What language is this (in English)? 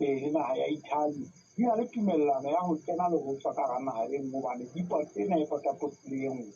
Southern Sotho